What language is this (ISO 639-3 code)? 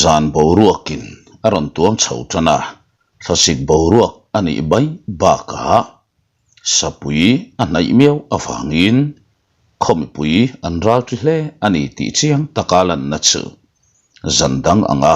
lus